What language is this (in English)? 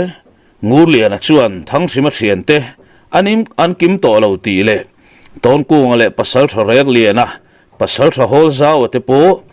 Mizo